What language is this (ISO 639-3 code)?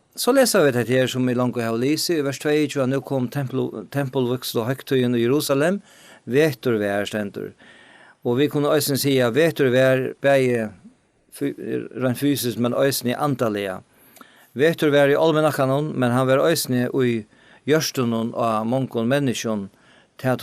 fao